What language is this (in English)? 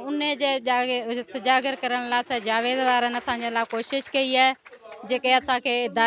Sindhi